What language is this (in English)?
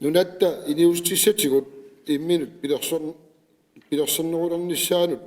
Kalaallisut